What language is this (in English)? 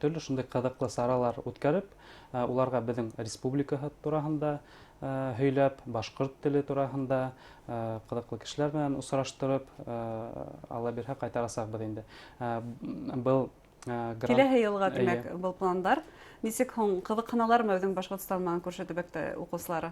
Bashkir